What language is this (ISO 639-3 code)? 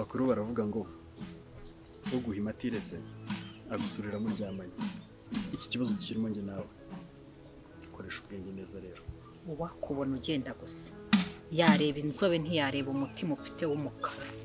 kin